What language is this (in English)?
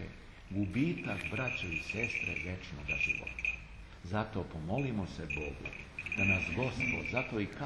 Serbian